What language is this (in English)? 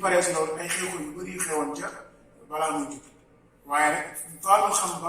Wolof